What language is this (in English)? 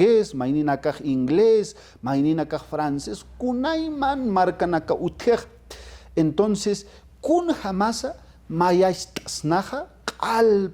Aymara